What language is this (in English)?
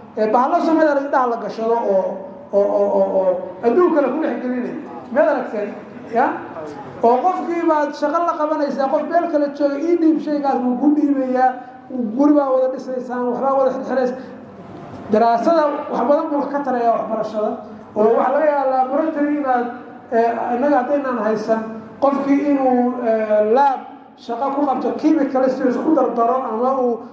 Somali